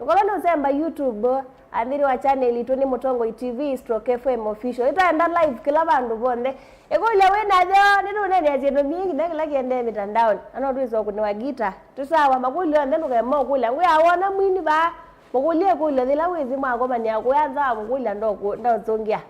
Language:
Kamba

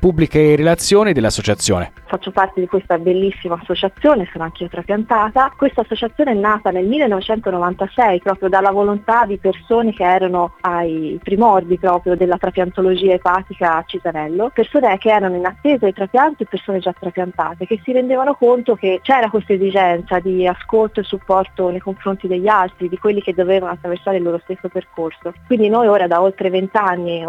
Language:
Italian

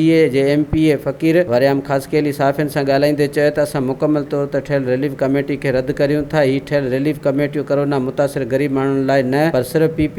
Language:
Sindhi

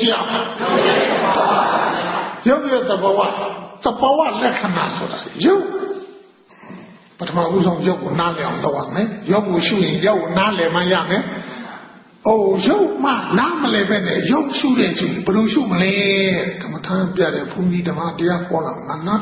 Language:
Burmese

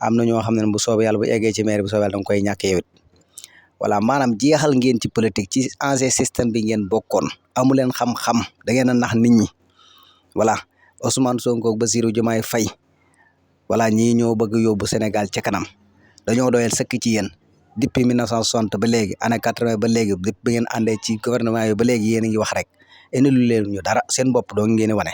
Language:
Wolof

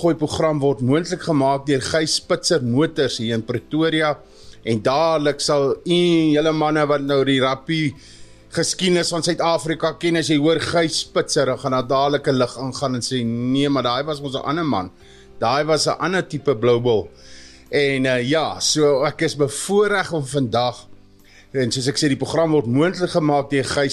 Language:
Afrikaans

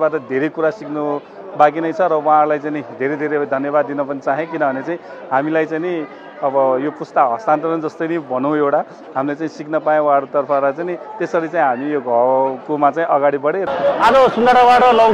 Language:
Nepali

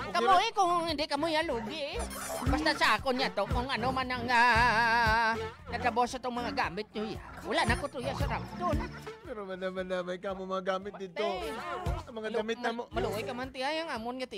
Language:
Hiligaynon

